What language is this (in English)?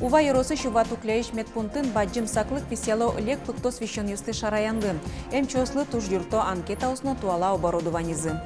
Udmurt